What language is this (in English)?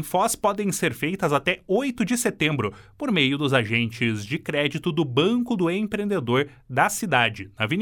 Portuguese